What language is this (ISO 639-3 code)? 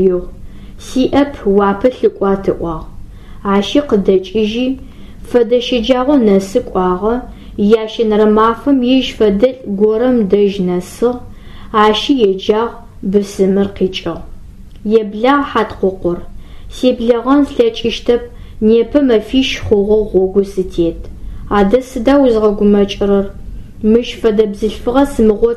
ady